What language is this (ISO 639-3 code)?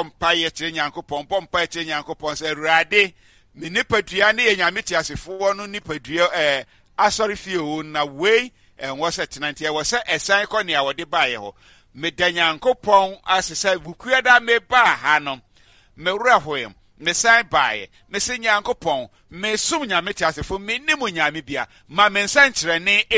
aka